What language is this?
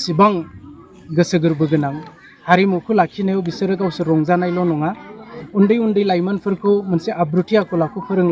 Bodo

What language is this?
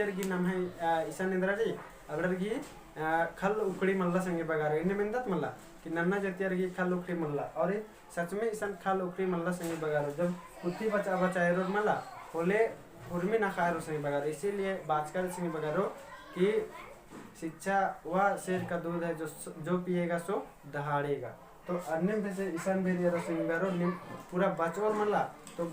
Kurukh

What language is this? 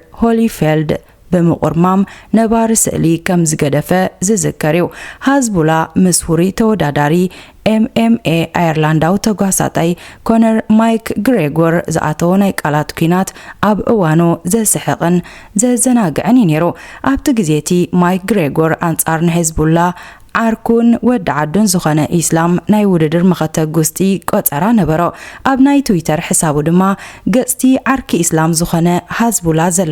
Tigrinya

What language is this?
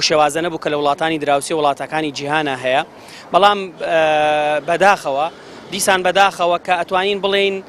Central Kurdish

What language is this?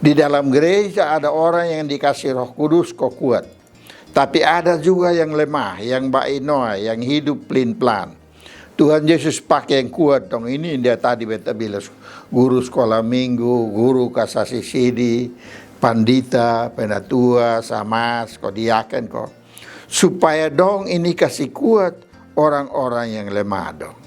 Kupang Malay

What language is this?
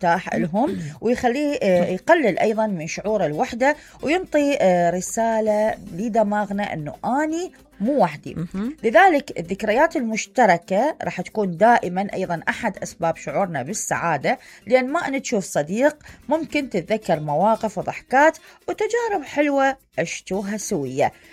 Mesopotamian Arabic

